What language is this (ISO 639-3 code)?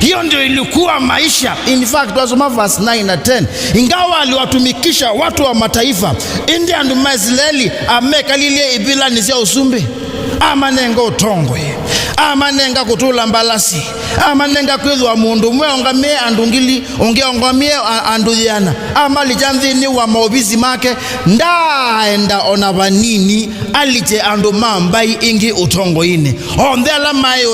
kam